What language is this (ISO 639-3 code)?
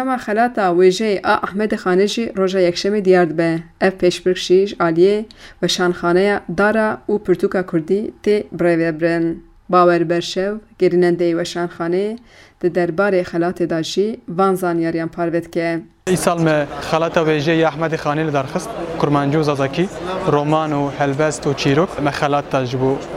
kur